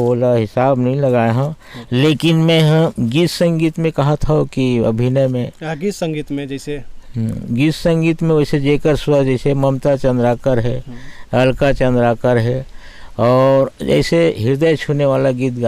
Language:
Chhattisgarhi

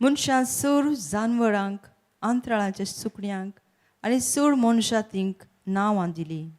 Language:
Konkani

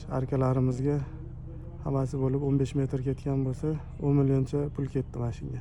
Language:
Uzbek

